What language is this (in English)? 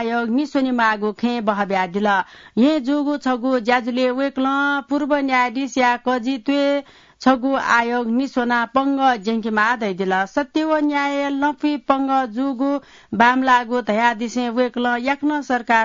Newari